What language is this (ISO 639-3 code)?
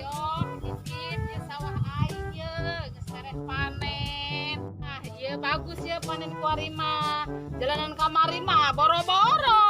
sun